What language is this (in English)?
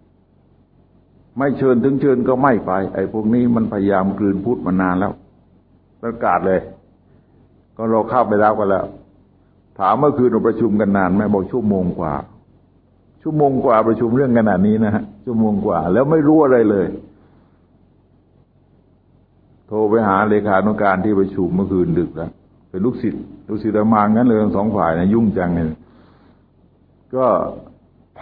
Thai